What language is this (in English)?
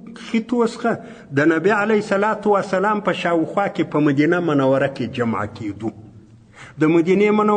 Pashto